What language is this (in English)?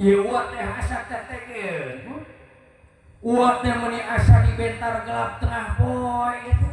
Sundanese